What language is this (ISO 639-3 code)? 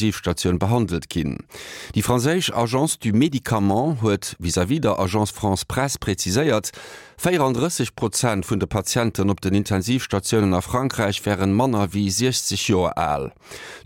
ltz